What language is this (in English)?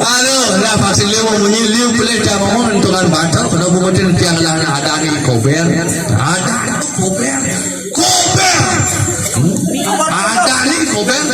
Balinese